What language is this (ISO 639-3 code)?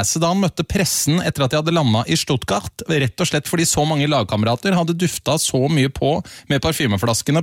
nor